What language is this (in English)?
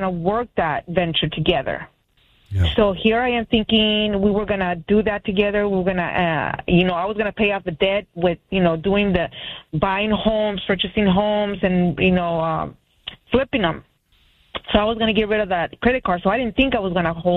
English